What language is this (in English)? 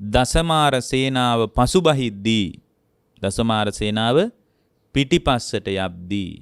Sinhala